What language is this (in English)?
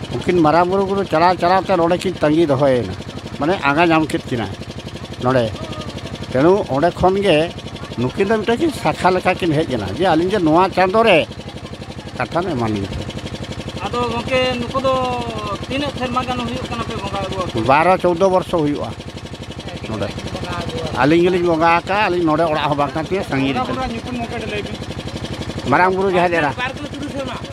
Santali